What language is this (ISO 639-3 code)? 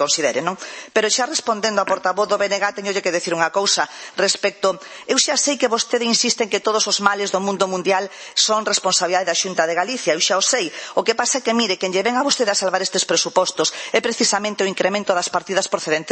glg